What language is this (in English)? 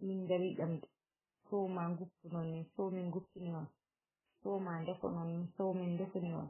Fula